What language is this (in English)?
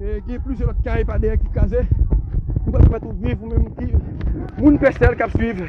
Haitian Creole